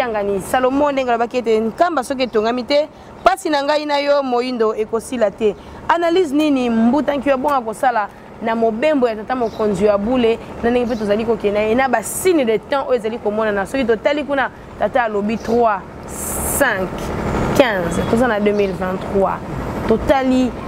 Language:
Lingala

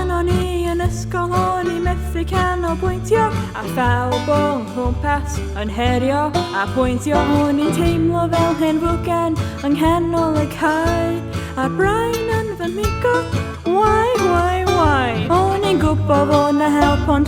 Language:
Welsh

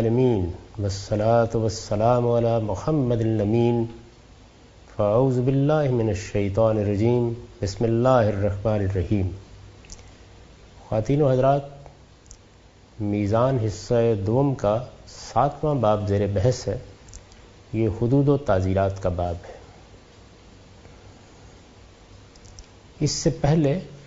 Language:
Urdu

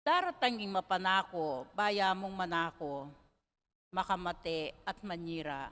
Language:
Pampanga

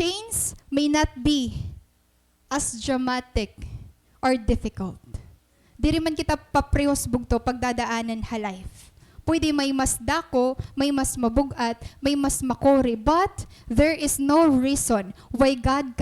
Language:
Waray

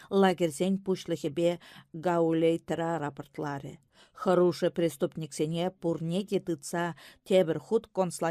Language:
Chuvash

